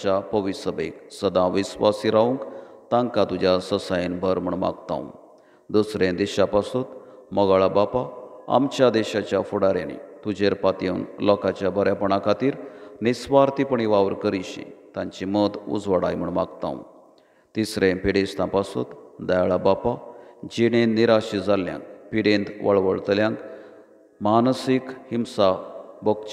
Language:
Konkani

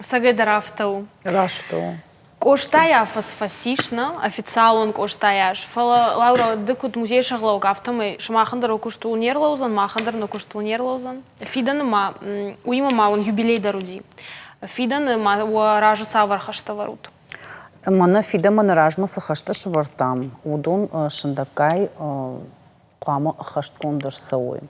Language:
Ossetic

